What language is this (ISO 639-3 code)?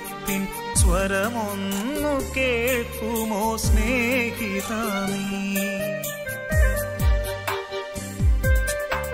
mal